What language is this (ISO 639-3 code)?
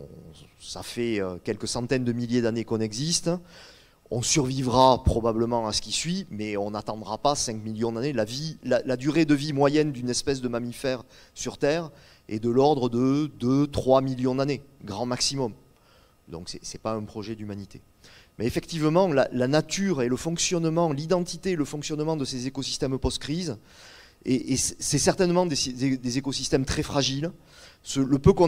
fra